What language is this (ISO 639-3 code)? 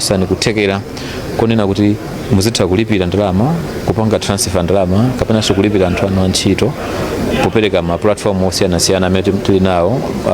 nya